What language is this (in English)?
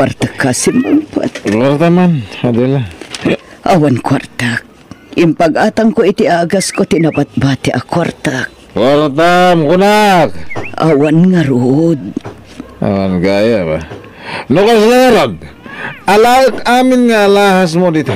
Iloko